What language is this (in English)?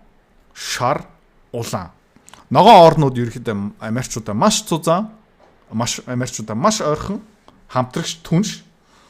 Mongolian